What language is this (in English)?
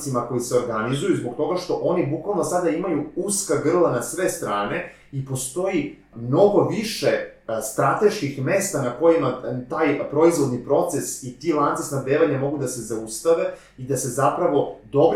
Serbian